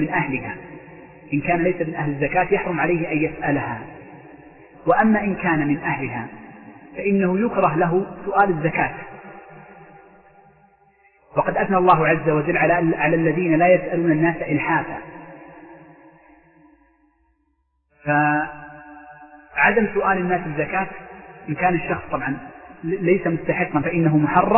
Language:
Arabic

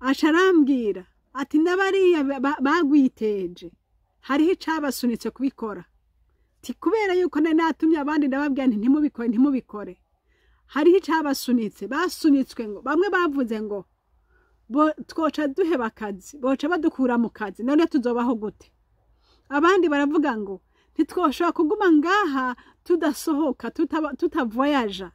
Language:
Rundi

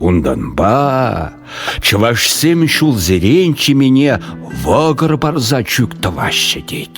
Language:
Chuvash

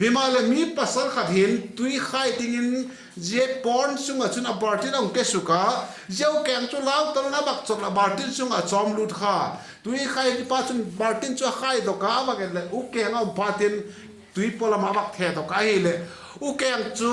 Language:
Vaiphei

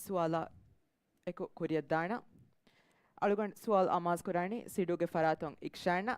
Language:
Divehi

